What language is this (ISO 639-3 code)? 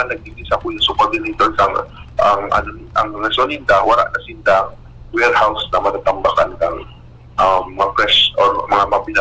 bik